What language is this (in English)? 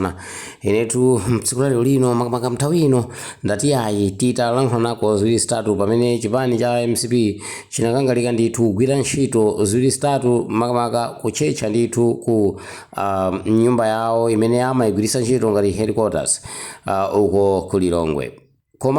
Nyanja